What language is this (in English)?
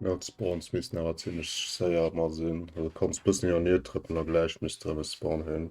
Luxembourgish